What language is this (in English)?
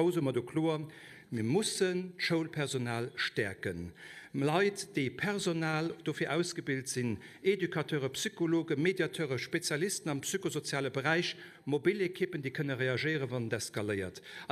Luxembourgish